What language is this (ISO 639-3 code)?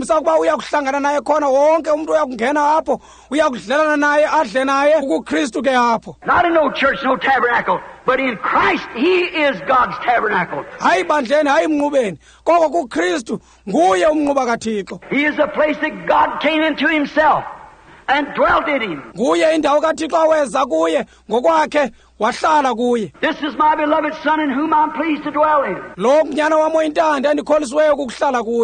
xho